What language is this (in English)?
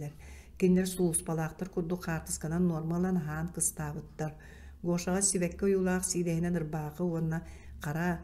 Yakut